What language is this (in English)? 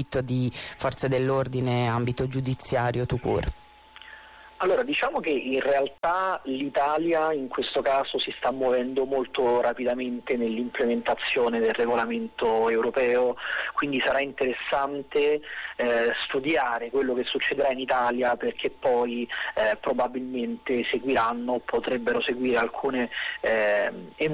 Italian